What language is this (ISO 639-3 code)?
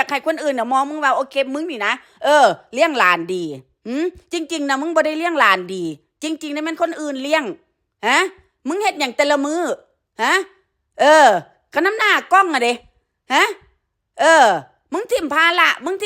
tts